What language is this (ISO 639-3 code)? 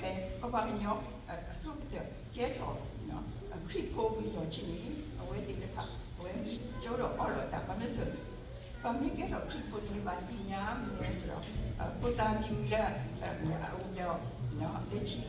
ksw